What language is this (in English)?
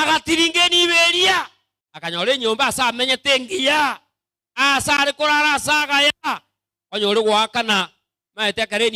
Gusii